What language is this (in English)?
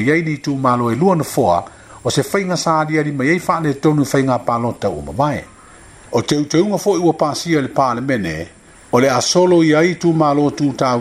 Samoan